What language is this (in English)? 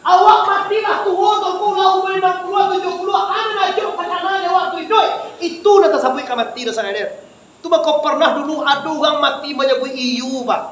Minangkabau